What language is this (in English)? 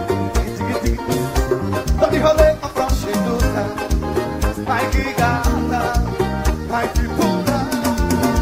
Portuguese